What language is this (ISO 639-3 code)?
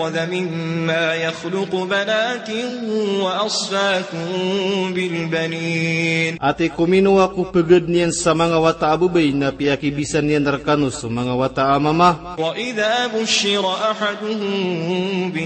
mrw